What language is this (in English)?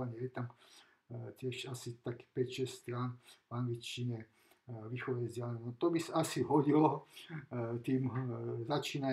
Slovak